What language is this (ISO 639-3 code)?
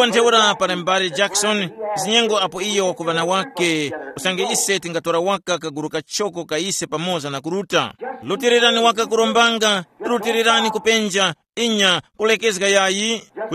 tum